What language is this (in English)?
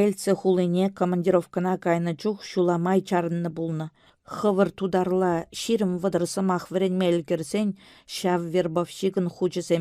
Chuvash